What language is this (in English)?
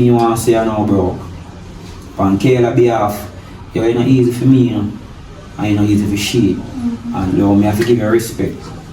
Jamaican Creole English